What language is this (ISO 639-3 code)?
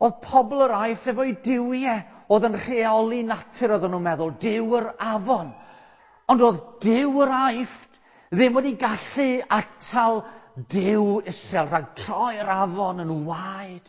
cym